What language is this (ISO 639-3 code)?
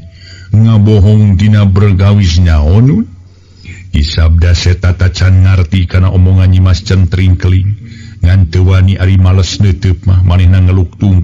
sun